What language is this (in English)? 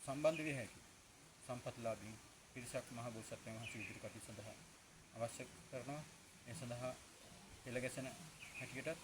Sinhala